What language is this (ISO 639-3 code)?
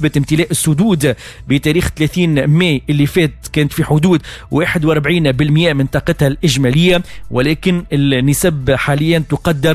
aeb